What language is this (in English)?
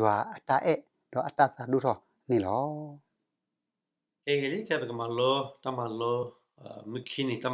S'gaw Karen